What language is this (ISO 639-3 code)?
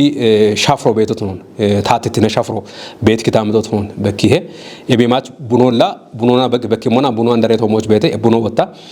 kbr